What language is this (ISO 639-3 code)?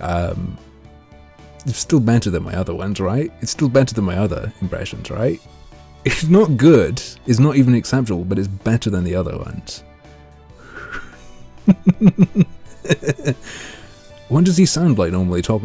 eng